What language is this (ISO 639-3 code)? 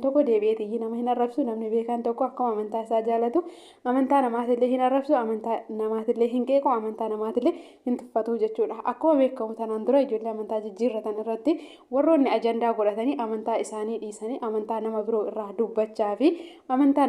orm